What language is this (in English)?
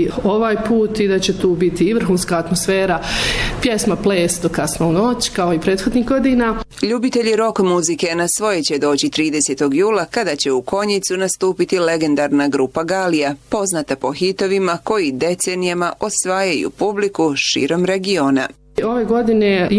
Bosnian